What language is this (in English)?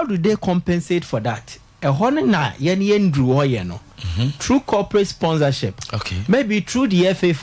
Akan